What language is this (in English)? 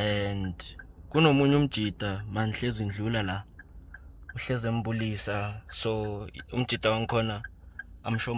Zulu